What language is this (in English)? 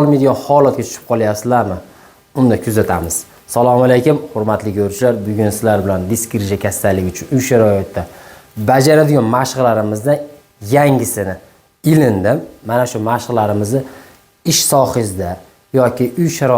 Uzbek